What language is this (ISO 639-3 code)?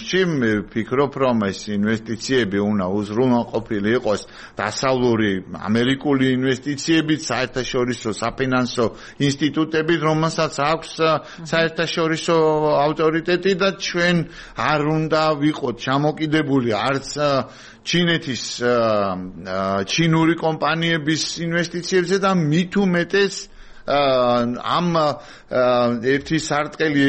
kat